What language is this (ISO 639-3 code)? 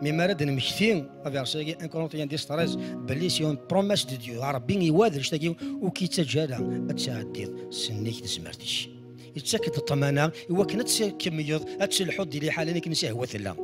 kab